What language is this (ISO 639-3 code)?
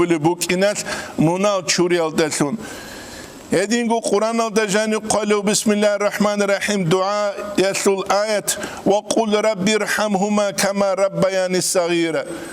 ava